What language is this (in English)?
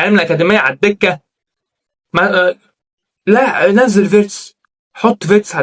Egyptian Arabic